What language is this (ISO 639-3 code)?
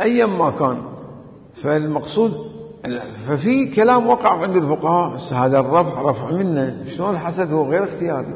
acm